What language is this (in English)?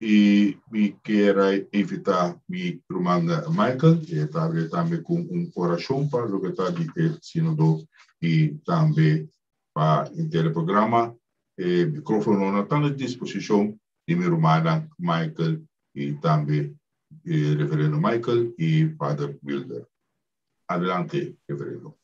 Papiamento